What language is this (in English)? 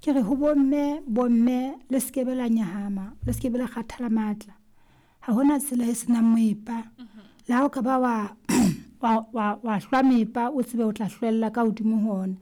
Southern Sotho